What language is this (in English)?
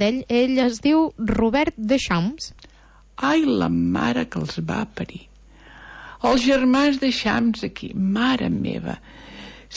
Catalan